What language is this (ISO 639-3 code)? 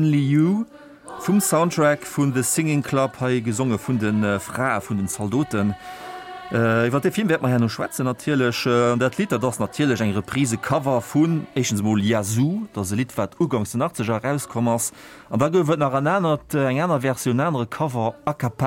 ltz